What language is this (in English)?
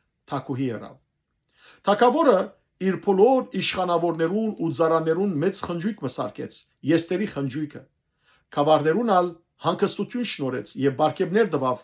Western Armenian